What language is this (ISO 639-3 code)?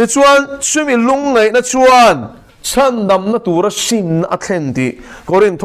lus